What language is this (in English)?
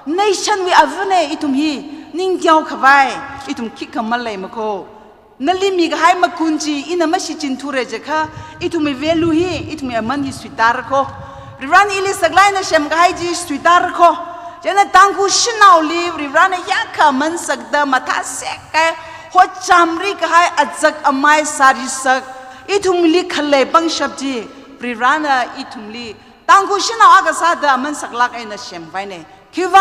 Tangkhul Naga (India)